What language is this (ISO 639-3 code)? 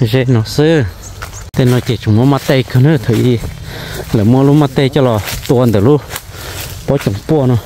hmn